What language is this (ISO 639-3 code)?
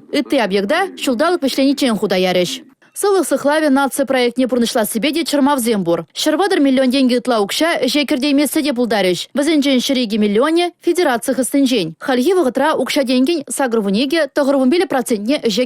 chv